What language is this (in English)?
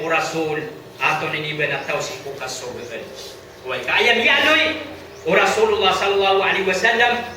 Maranao